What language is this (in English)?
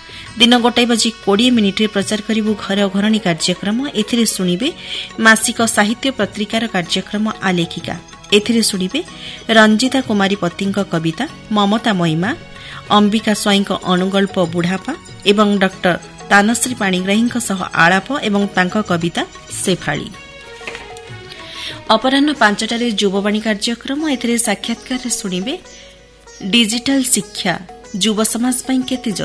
Odia